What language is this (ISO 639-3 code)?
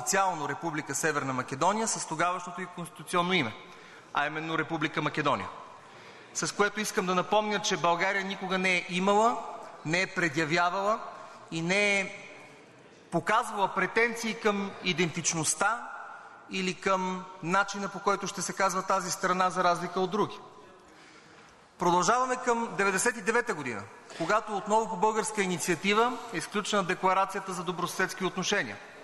bul